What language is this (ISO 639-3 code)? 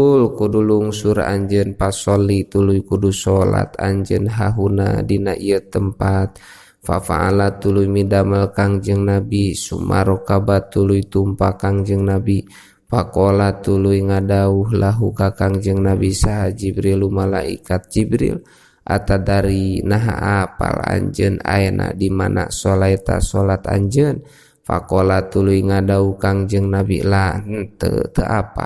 sun